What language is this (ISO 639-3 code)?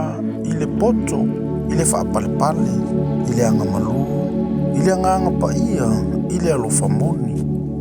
smo